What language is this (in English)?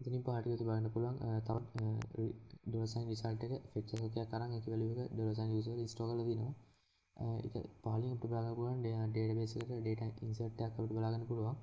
Sinhala